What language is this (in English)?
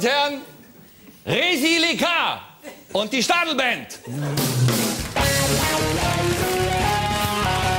German